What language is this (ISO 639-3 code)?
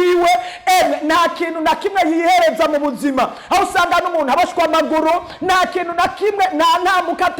run